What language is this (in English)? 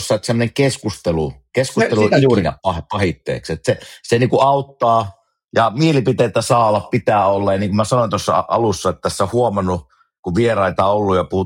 Finnish